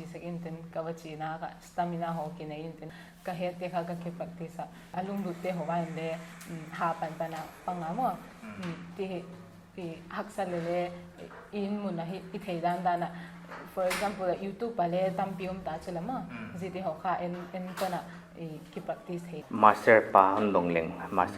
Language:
Paite Chin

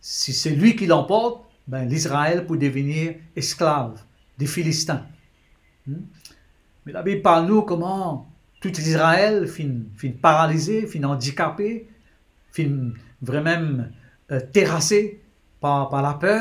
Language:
Morisyen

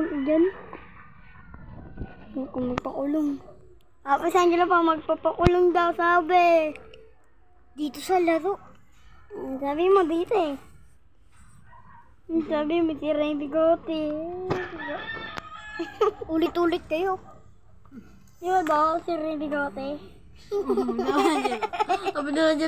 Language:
Filipino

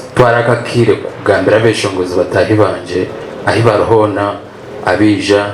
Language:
Nyankole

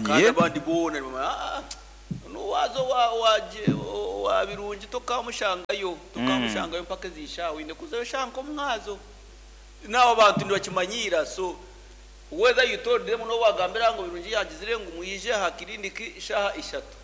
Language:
Nyankole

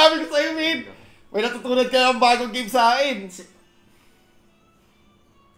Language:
Filipino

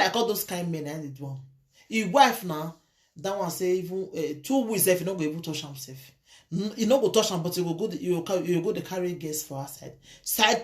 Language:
Nigerian Pidgin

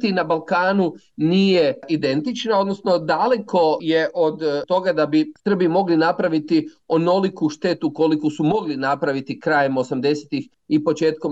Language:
Croatian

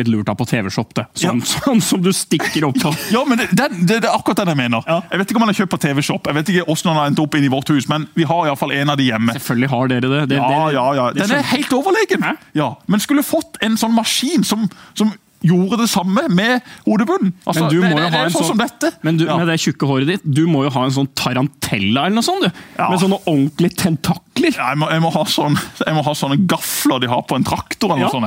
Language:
Norwegian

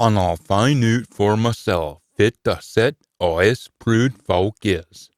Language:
Scots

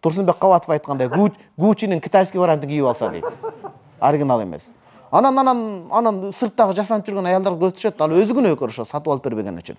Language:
Kyrgyz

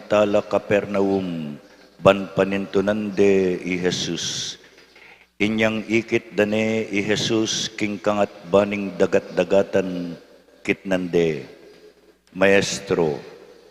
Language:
Pampanga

